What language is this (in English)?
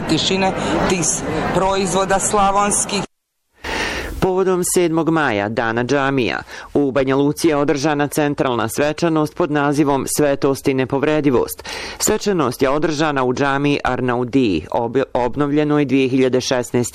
Bosnian